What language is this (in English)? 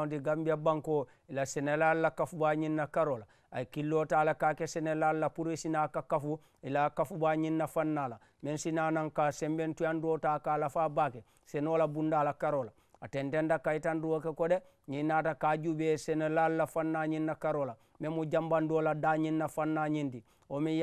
Mandingo